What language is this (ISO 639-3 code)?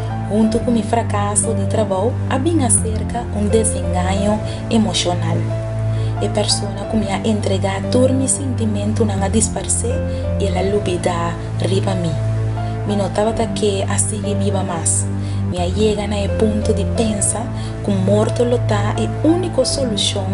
pap